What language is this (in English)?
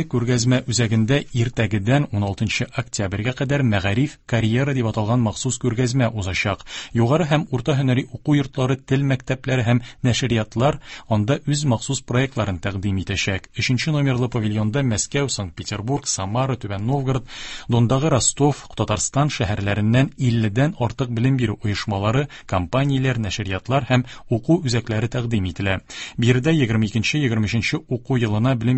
Tatar